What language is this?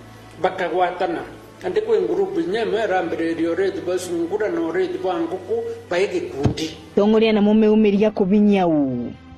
Meru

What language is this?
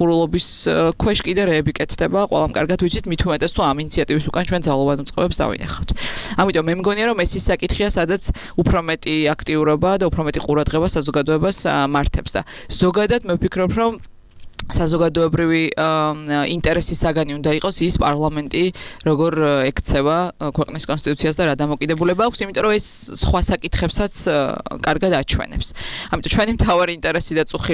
Georgian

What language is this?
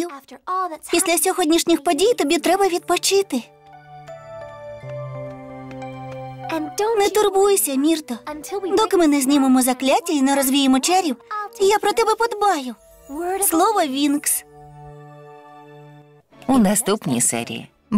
Ukrainian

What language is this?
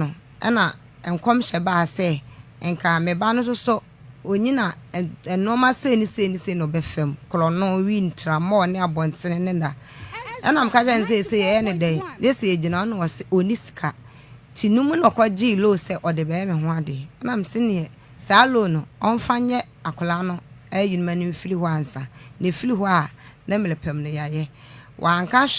Akan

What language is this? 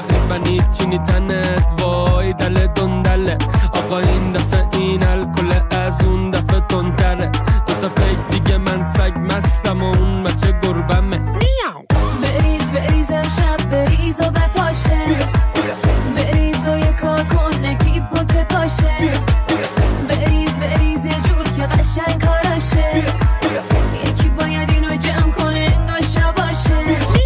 Persian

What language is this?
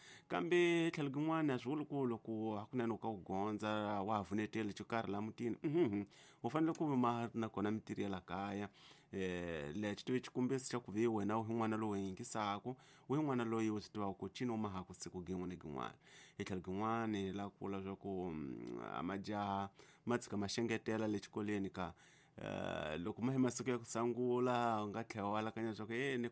Tsonga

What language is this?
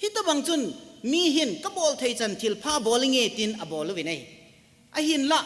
Thado Chin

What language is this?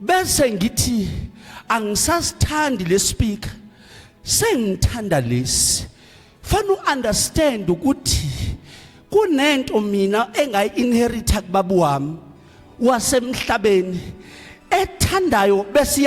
Zulu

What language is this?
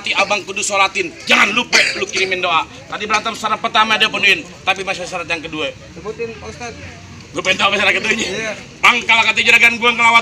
Betawi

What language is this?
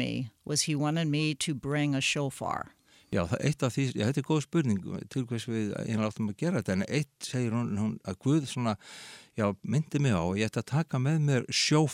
Icelandic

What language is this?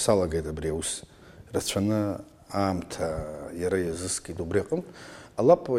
Abkhazian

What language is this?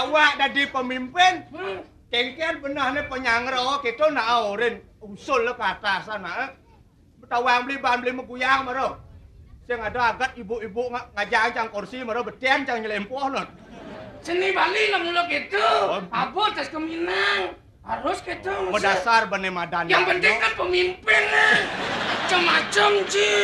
Balinese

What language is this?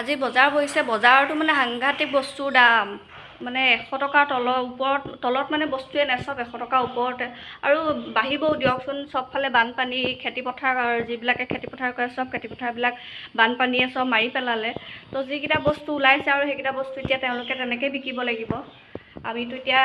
Assamese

